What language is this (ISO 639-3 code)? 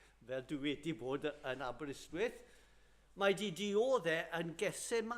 cym